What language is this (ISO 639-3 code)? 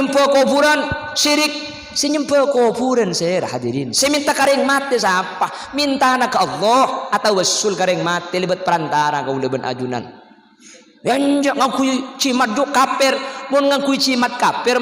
mad